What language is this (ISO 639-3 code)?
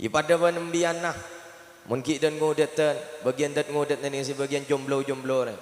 mad